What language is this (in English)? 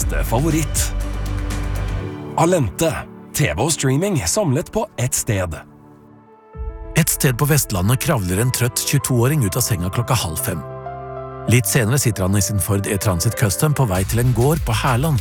Norwegian